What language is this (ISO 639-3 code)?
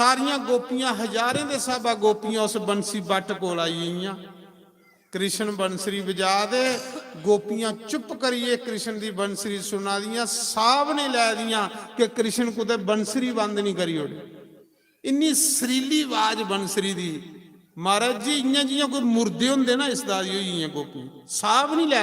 doi